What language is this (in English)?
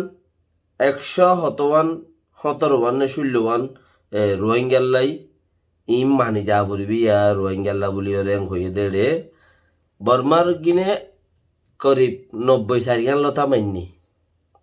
Rohingya